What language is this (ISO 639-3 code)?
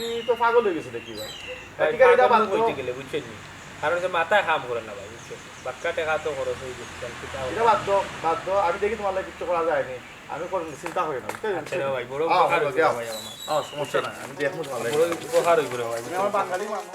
syl